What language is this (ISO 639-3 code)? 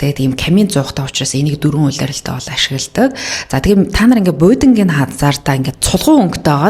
mon